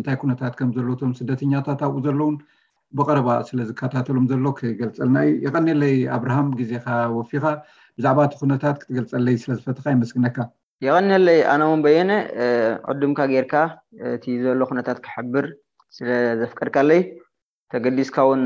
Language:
Tigrinya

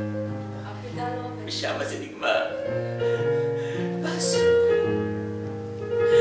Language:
Hebrew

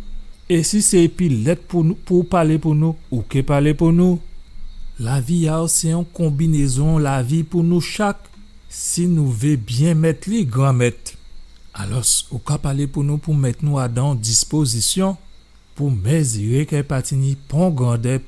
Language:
Guadeloupean Creole French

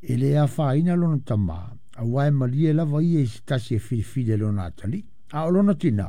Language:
Samoan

